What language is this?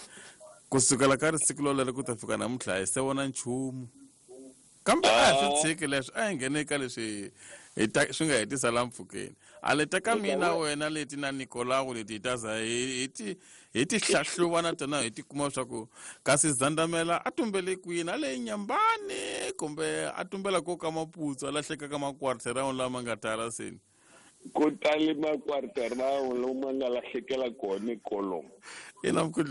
Tsonga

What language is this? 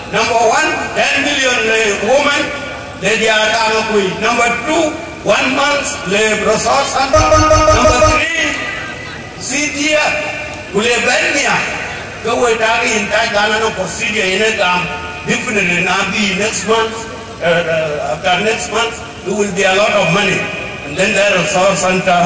Dinka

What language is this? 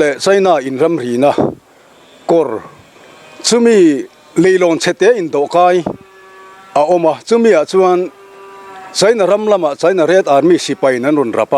Mizo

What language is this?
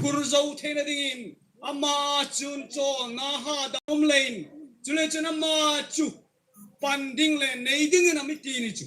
Hmar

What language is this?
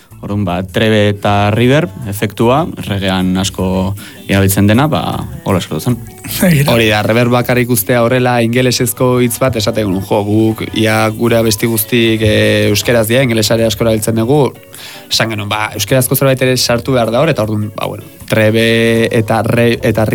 Basque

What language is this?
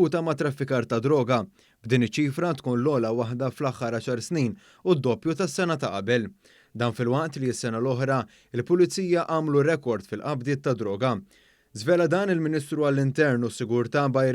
Maltese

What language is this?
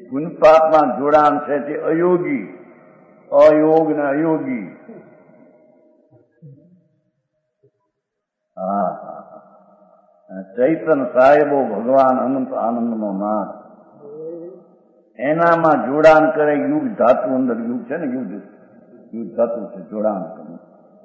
Gujarati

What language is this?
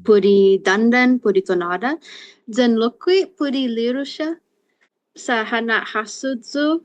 Chamorro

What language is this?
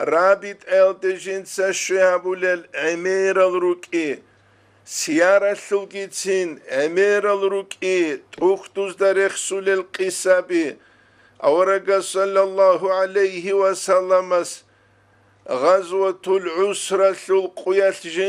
Avaric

